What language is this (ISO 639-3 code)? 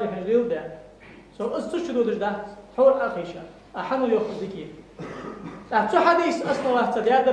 inh